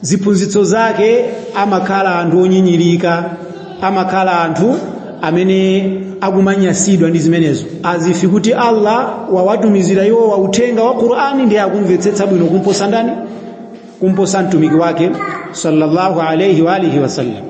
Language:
Nyanja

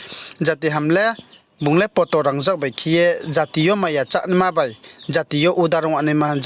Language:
Riang (India)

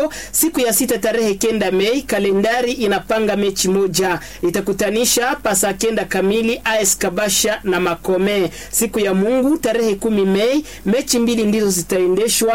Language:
Swahili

